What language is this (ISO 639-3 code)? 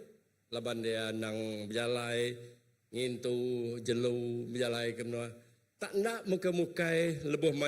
iba